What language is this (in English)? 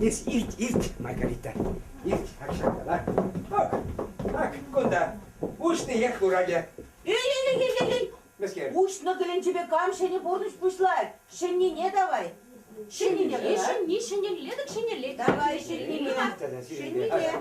Chuvash